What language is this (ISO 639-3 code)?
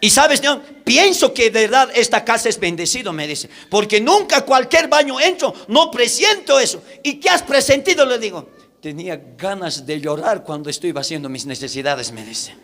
quh